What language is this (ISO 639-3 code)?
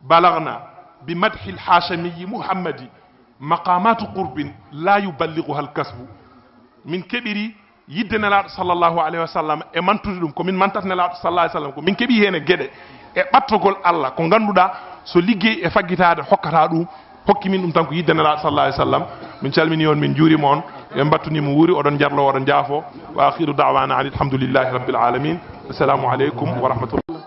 ful